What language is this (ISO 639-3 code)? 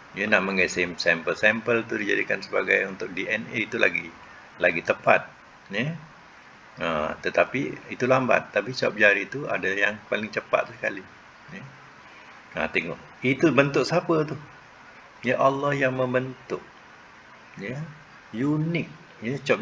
msa